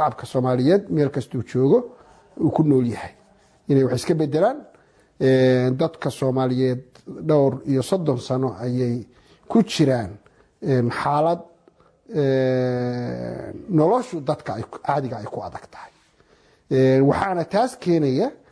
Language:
Somali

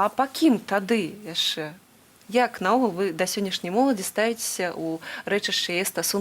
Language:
Belarusian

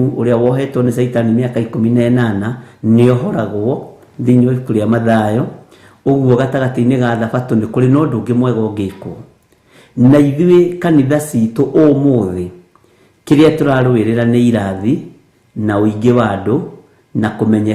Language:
Kikuyu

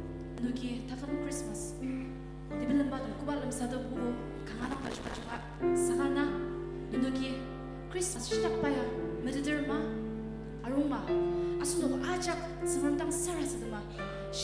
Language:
Ao Naga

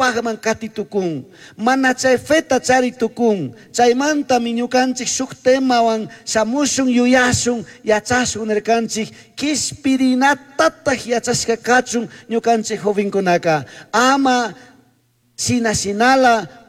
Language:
Chimborazo Highland Quichua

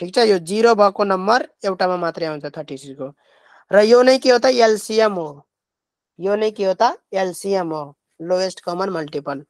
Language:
Nepali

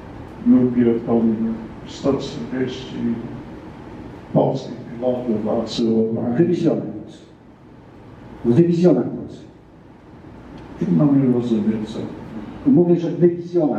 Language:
Polish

